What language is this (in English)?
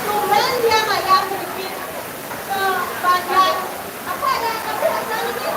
Balinese